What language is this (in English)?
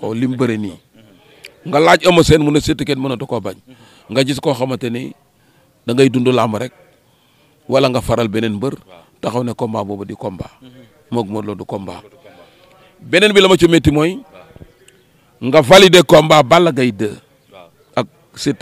Wolof